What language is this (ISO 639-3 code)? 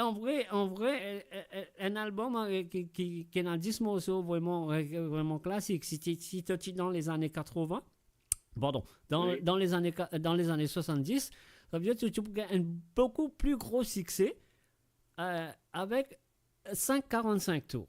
mfe